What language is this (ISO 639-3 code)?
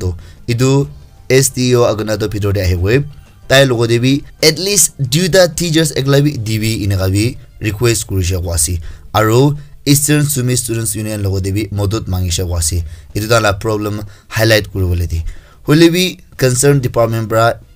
nag